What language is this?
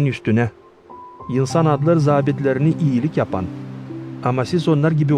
Gagauz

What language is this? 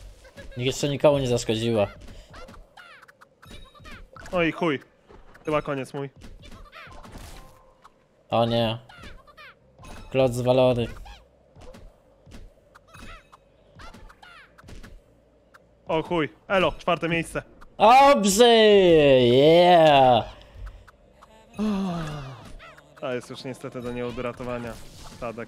Polish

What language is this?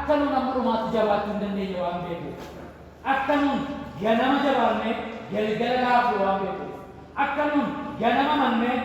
Oromo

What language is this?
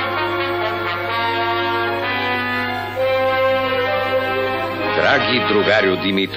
Bulgarian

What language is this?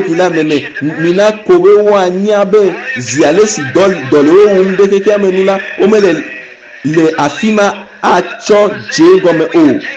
Ewe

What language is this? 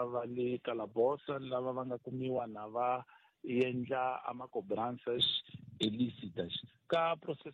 Tsonga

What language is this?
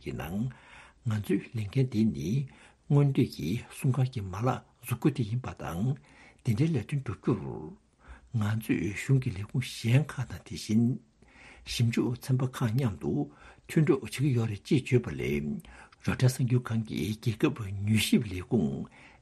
Tibetan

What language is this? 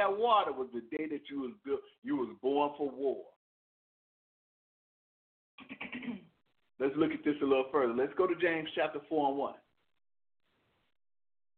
English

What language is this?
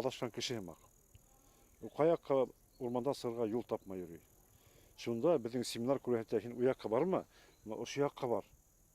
Bashkir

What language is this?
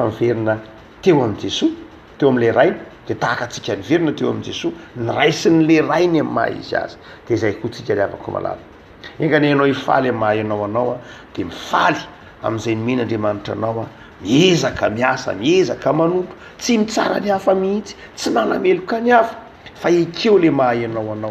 Malagasy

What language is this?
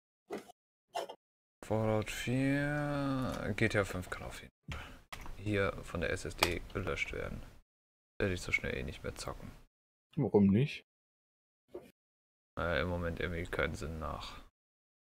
German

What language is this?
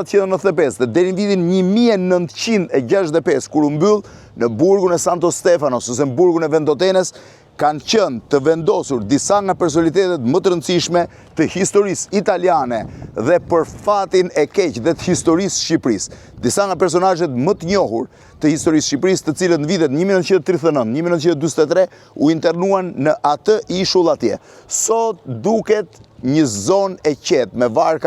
Albanian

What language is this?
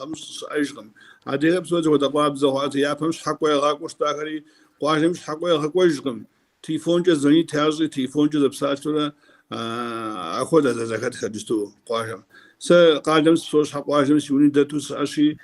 Kabardian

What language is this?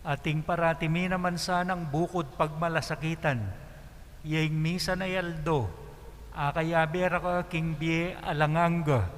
Pampanga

